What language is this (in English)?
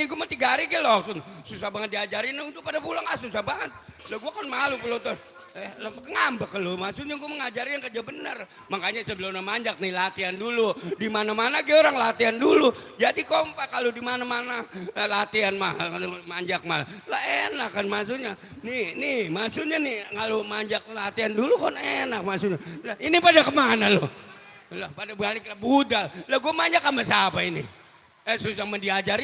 Betawi